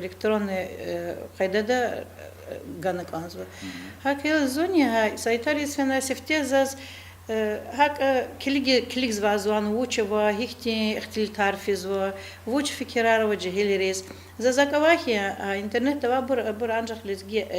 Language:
Lezghian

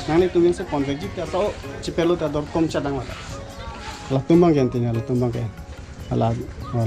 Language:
Karbi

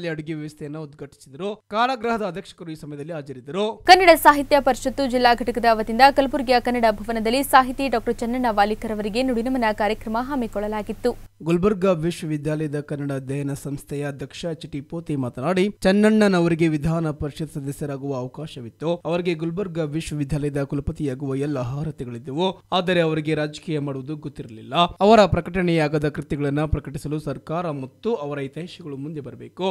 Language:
Kannada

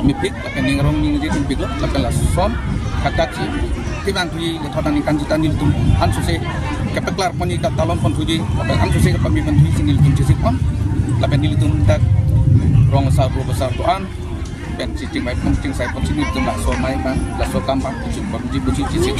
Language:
Karbi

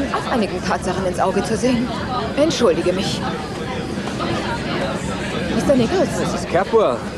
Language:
German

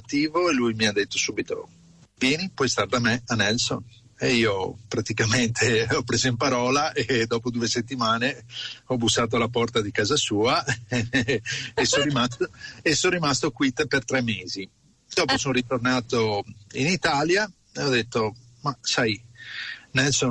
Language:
Italian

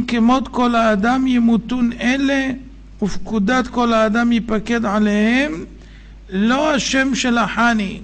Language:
Hebrew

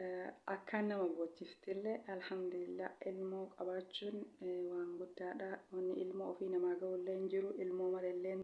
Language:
Oromo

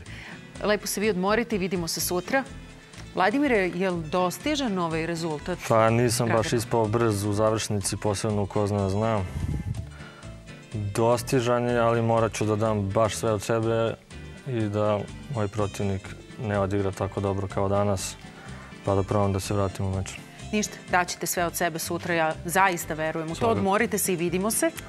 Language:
Serbian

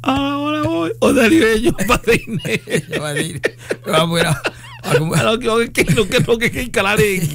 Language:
Kikuyu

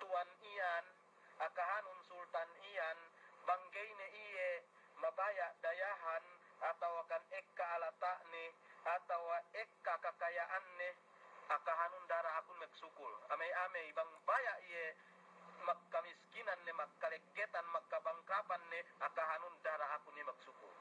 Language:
Yakan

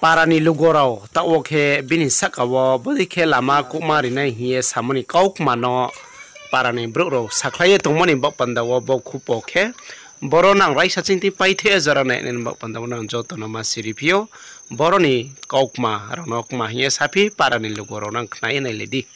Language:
Riang (India)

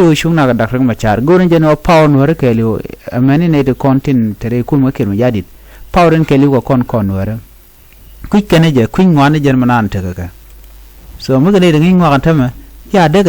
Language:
Nuer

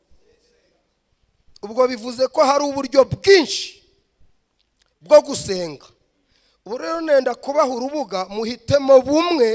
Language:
Kinyarwanda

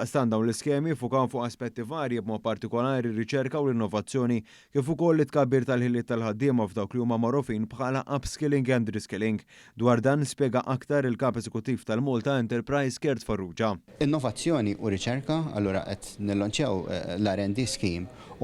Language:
Maltese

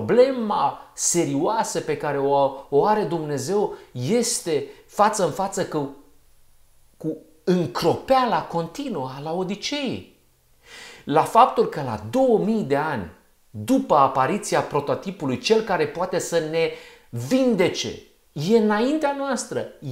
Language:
Romanian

